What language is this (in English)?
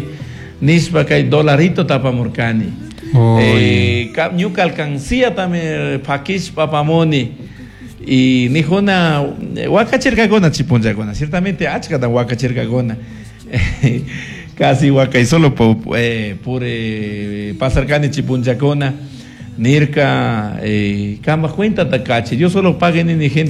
Chimborazo Highland Quichua